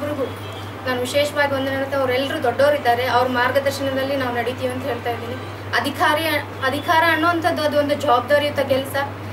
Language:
Kannada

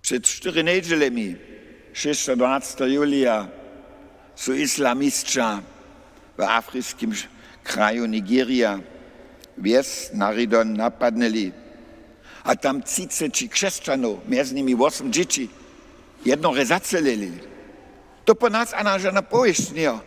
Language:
Upper Sorbian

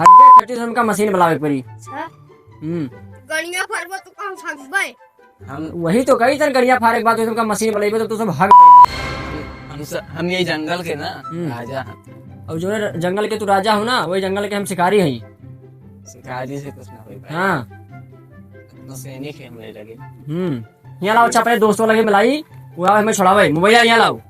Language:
Awadhi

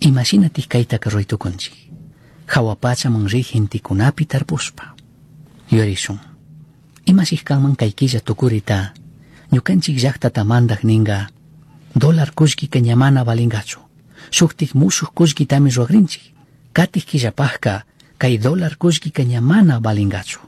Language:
Chimborazo Highland Quichua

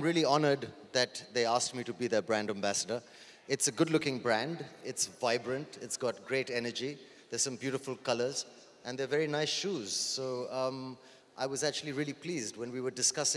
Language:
English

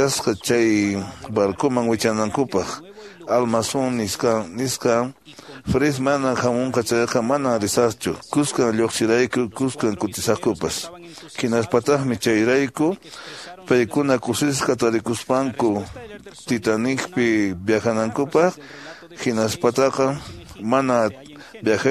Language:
Quechua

